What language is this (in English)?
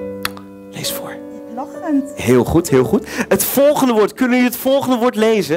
Dutch